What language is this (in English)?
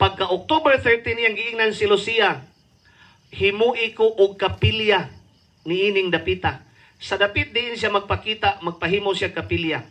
Cebuano